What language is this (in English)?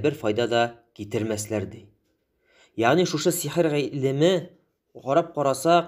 Tatar